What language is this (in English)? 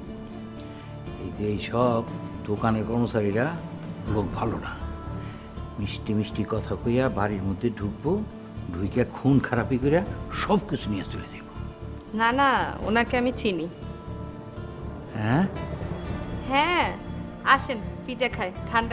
Bangla